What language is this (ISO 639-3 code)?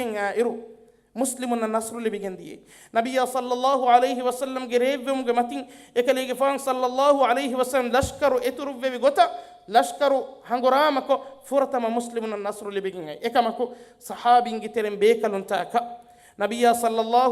div